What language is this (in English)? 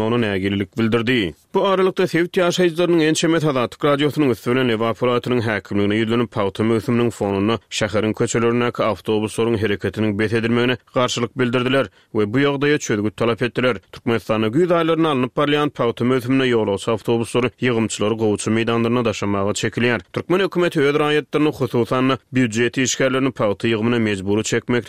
Turkmen